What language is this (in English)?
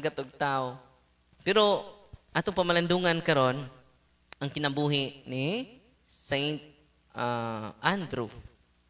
Cebuano